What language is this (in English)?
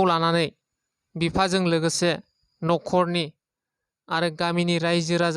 Bodo